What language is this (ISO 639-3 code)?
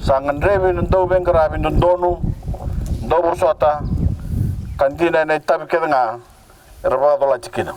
fij